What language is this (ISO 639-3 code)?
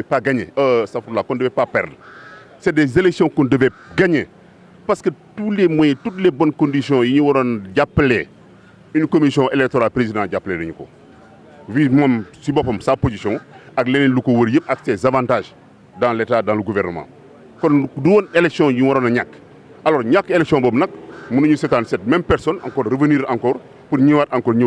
wol